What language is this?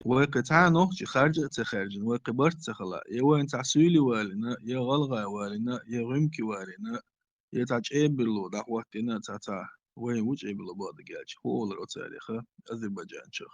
Chechen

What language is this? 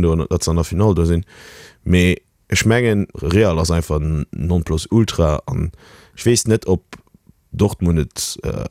Luxembourgish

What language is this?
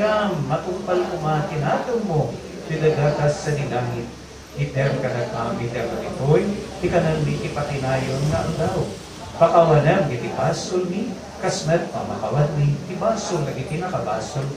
Iloko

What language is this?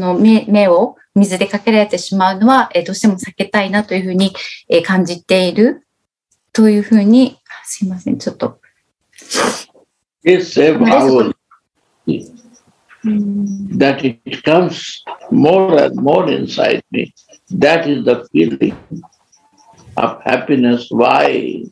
Japanese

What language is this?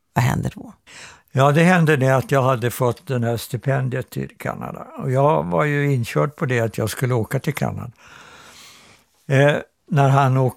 Swedish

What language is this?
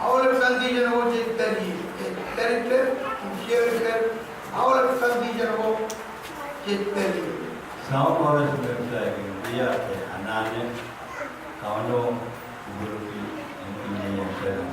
Pohnpeian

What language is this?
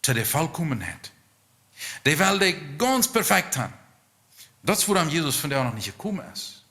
Plautdietsch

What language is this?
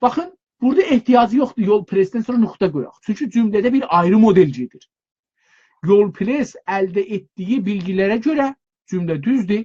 South Azerbaijani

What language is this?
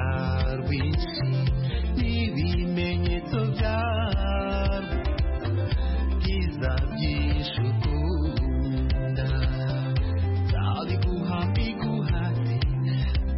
Kinyarwanda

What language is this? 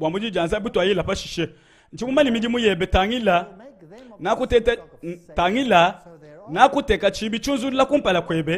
Luba-Lulua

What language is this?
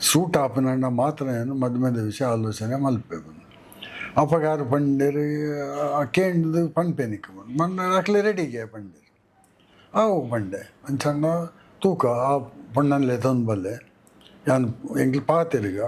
Tulu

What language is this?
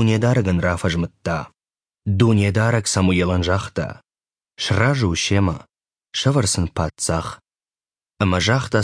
Ossetic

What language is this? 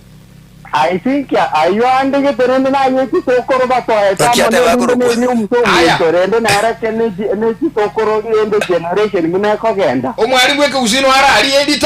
Gusii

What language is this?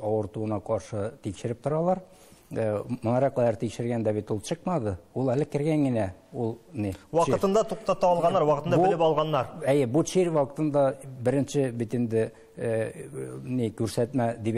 Tatar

